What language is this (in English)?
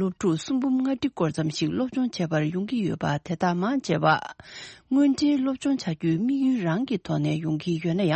Tibetan